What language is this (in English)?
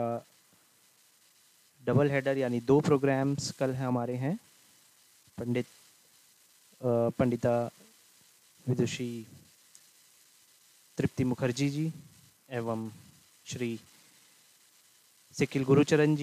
Hindi